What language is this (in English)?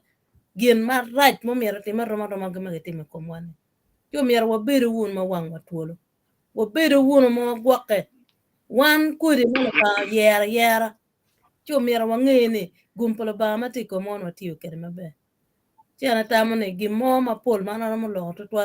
Acoli